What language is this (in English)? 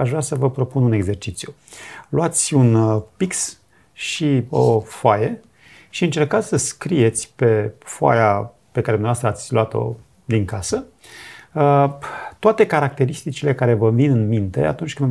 Romanian